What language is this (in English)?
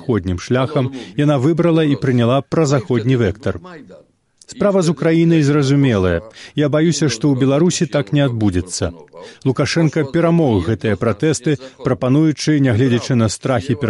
Belarusian